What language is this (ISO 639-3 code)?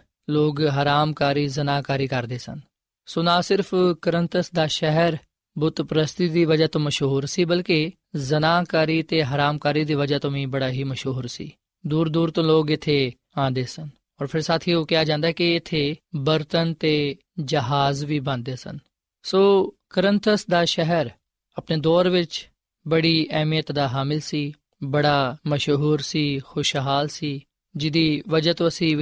pan